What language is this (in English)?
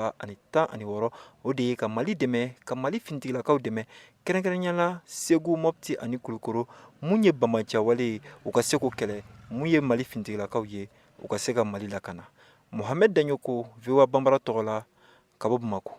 Bambara